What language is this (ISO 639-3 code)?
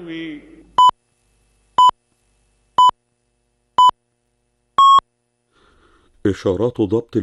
ara